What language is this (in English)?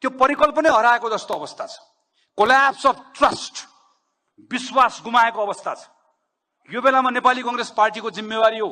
Nepali